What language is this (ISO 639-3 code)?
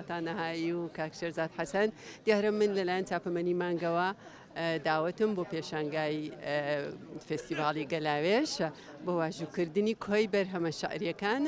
ckb